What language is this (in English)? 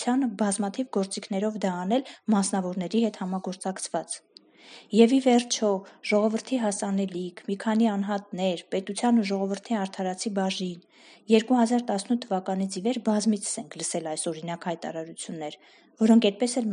Armenian